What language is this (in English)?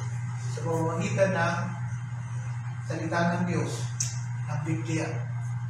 Filipino